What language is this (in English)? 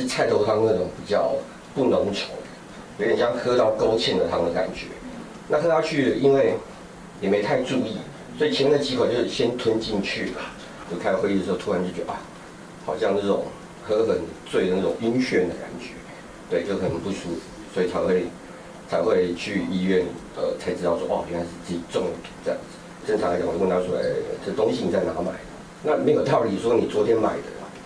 Chinese